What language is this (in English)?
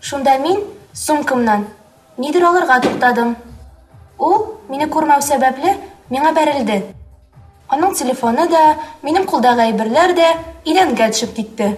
Tatar